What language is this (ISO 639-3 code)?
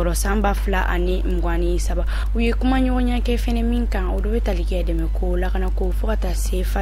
bam